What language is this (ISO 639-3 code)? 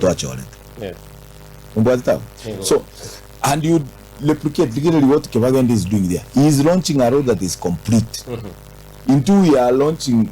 guz